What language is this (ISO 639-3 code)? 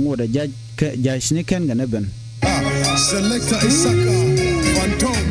nus